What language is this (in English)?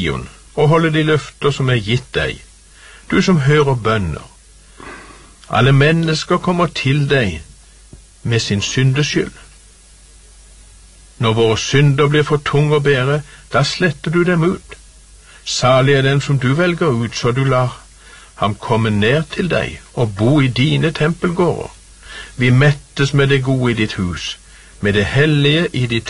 Norwegian